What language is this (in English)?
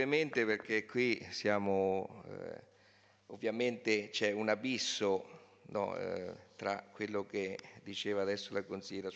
Italian